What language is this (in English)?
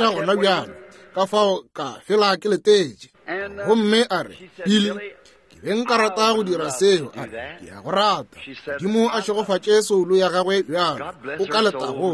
Northern Sotho